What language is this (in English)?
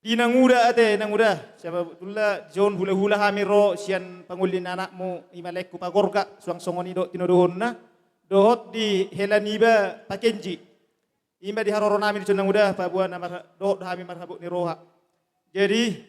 Batak Toba